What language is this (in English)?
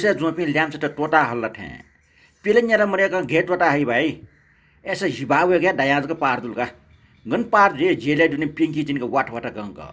Newari